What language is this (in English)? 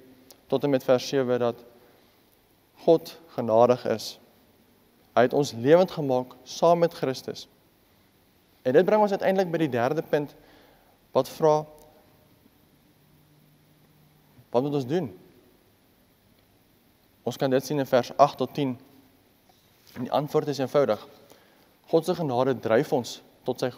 Afrikaans